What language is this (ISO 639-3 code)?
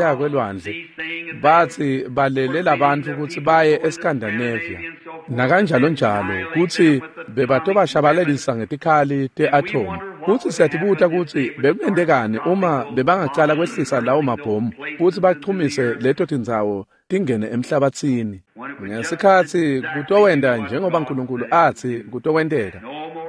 ssw